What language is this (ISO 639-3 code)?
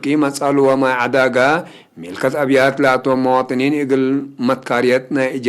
tig